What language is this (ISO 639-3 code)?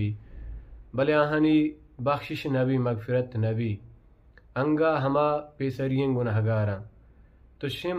bal